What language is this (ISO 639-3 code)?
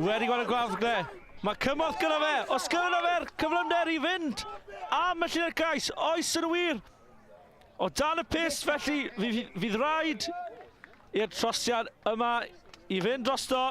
cym